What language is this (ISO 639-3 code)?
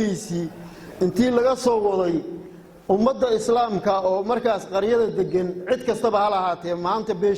som